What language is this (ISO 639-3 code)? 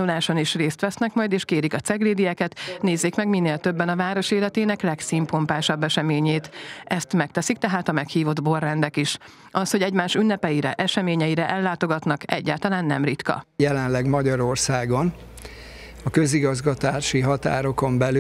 hun